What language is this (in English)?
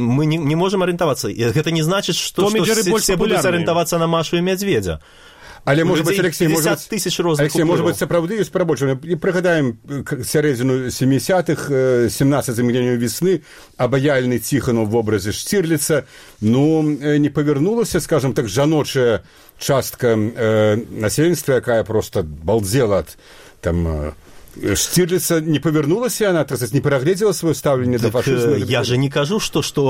Belarusian